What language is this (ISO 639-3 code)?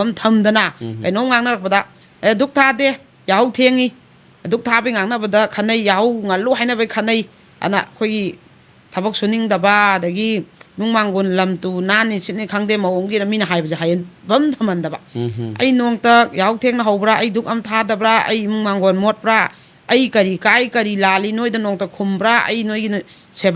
mni